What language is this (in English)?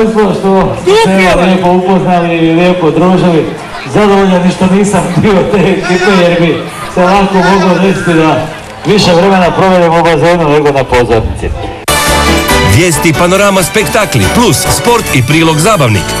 Croatian